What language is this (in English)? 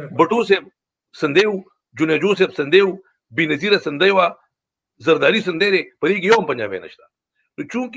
Pashto